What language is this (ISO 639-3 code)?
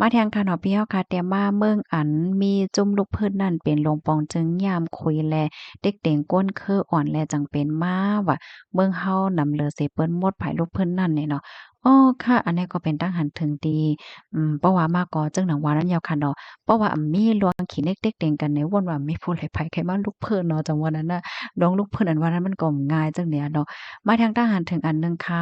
shn